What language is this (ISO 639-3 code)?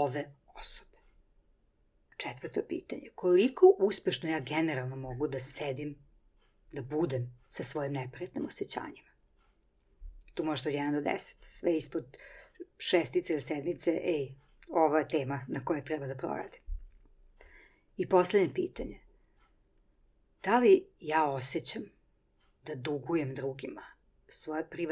srp